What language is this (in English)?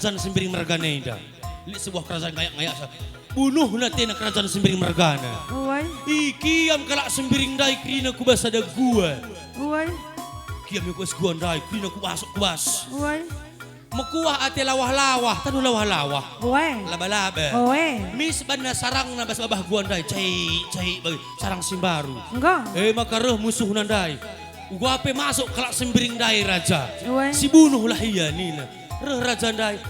Batak Karo